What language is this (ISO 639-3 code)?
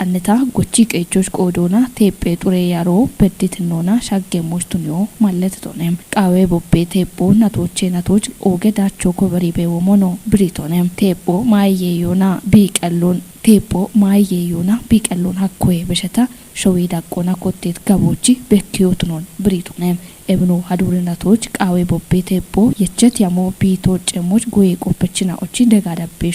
kbr